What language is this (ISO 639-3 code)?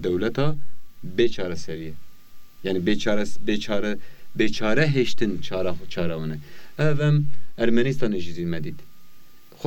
kur